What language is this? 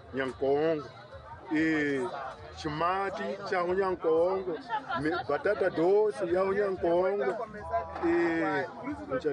Tsonga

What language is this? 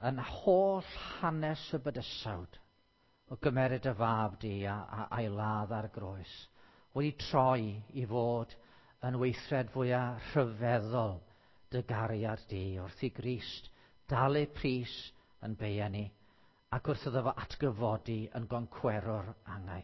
Welsh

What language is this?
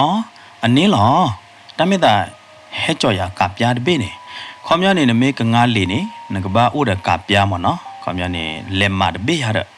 S'gaw Karen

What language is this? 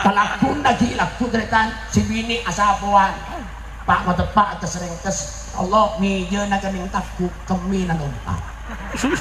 Madurese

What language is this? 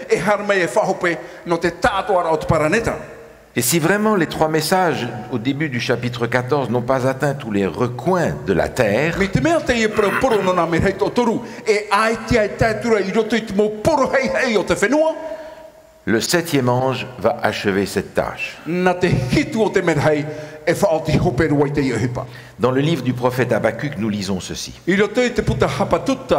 Tahitian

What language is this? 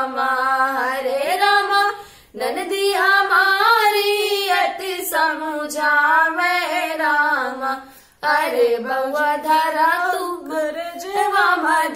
Bhojpuri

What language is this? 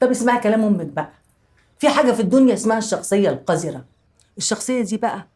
Egyptian Arabic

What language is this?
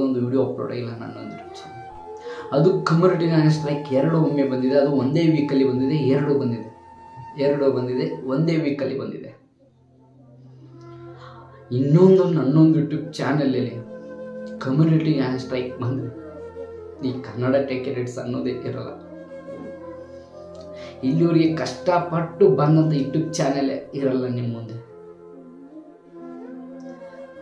Kannada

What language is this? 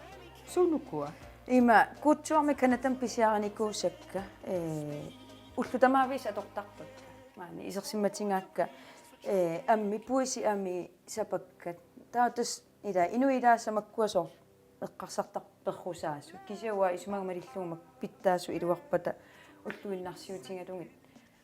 Kalaallisut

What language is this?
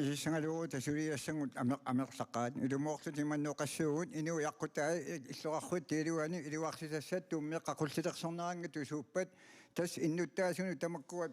Kalaallisut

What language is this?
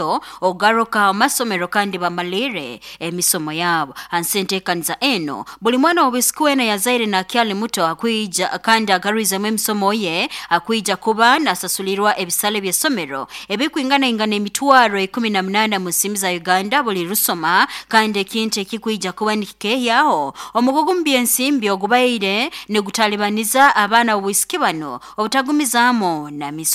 Nyoro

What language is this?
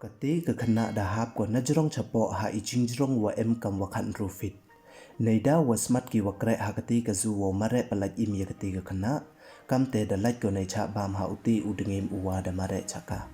Pnar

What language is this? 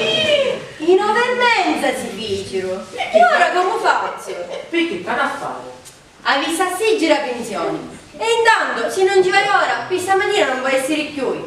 Sicilian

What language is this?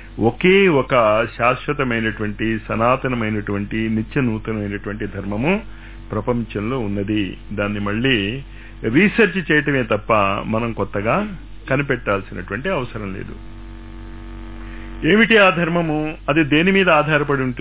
Telugu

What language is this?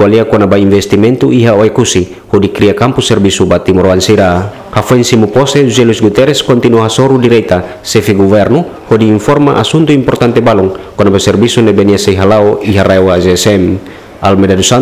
Tetum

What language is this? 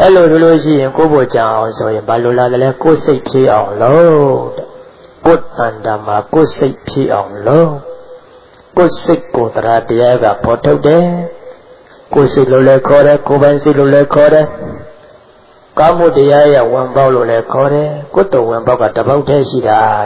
Burmese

